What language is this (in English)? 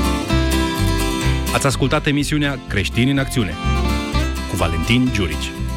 Romanian